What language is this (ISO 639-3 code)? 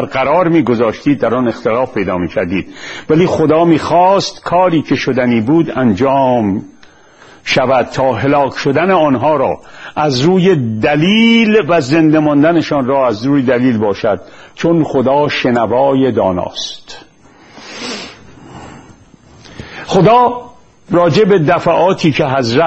fas